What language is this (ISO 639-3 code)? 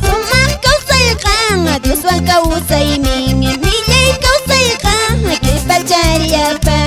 que